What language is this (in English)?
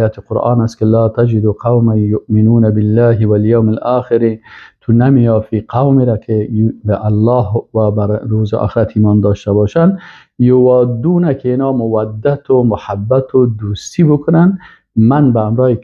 Persian